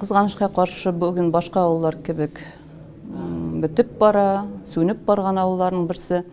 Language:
Tatar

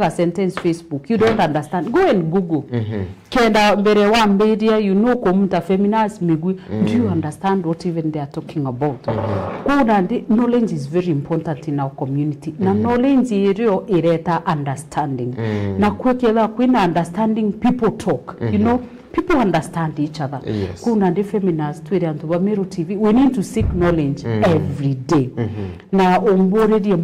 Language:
Meru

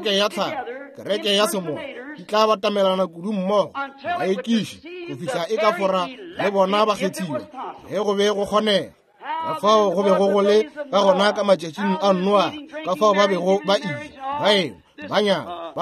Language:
Northern Sotho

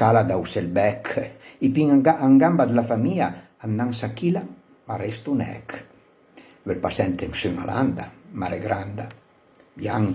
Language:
Piedmontese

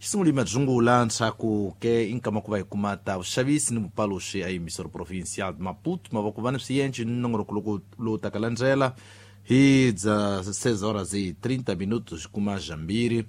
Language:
Tsonga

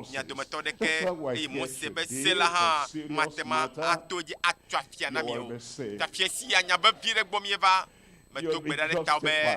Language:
Ewe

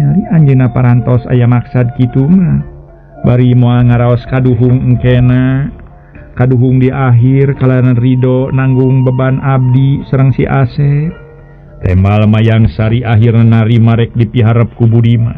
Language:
Sundanese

